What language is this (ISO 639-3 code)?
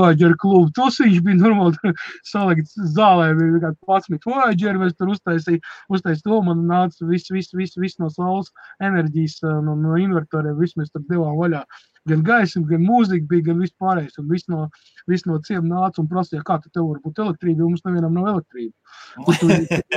lav